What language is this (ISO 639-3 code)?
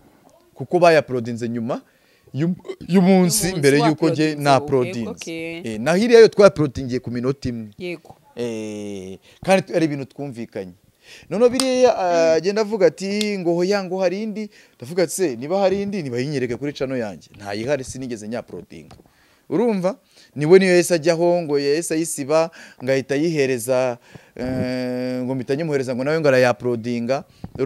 kin